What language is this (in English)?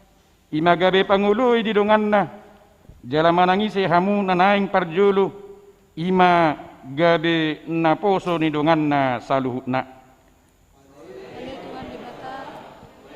Batak Toba